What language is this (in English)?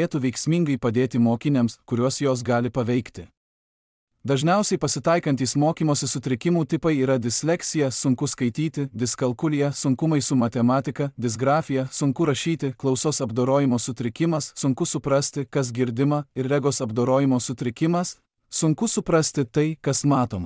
Lithuanian